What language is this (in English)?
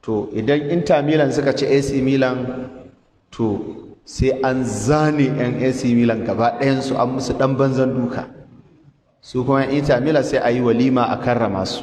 Hausa